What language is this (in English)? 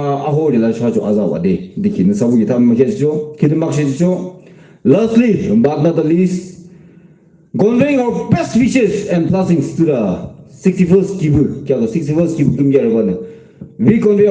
Yimchungru Naga